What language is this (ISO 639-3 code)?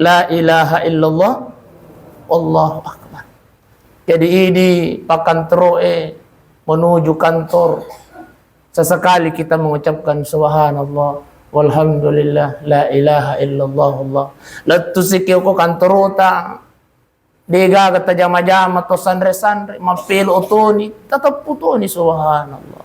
bug